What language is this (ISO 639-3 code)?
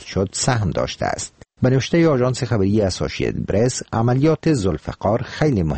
fas